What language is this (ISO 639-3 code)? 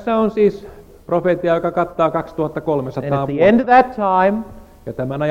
fin